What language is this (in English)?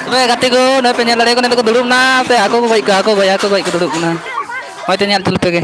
Santali